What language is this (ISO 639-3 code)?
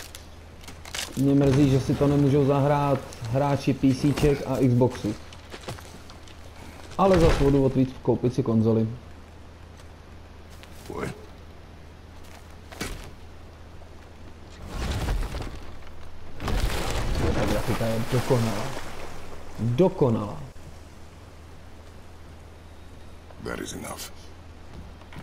ces